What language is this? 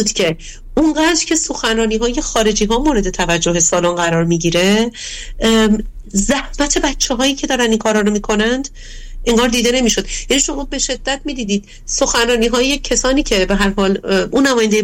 Persian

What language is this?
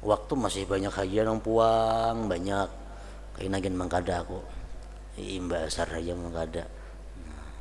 Banjar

